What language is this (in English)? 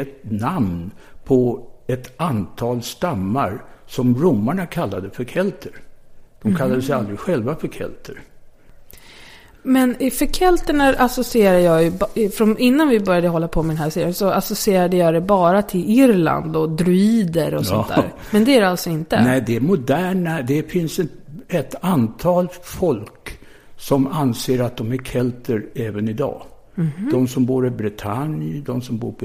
Swedish